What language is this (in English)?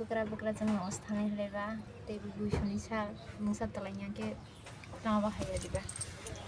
Kok Borok